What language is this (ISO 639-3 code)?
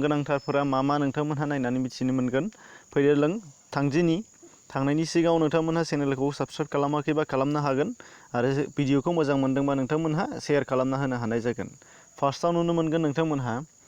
brx